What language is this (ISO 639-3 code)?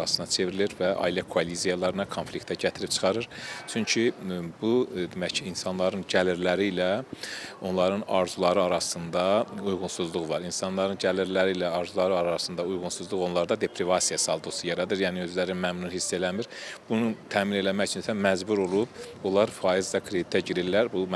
aze